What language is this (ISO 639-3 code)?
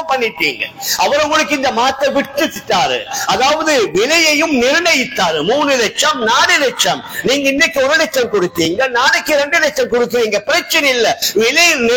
tam